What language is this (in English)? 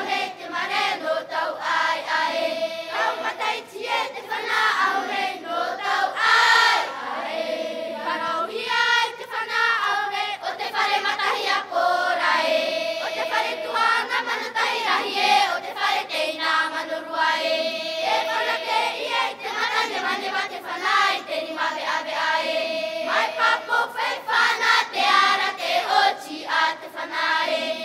Tahitian